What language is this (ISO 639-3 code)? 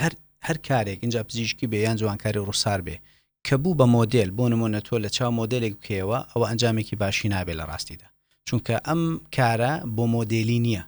ckb